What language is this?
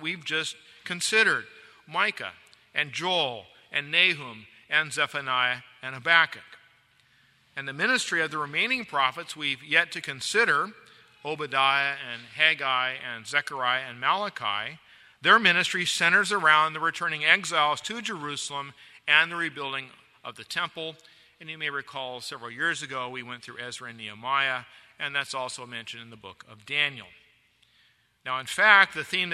English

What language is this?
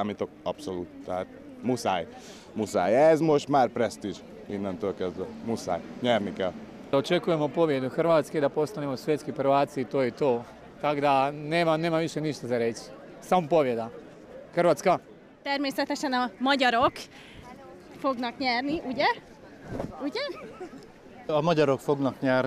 Hungarian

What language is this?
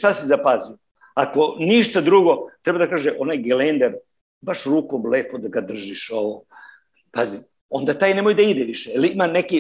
Serbian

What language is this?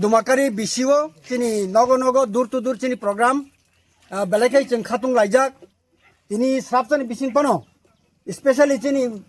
Kok Borok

